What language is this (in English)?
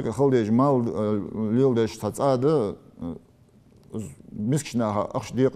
Ingush